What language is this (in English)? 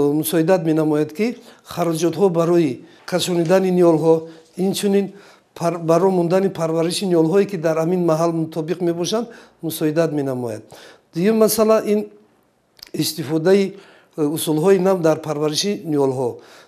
Tajik